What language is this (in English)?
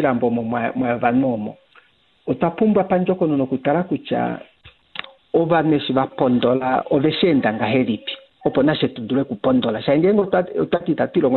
Kuanyama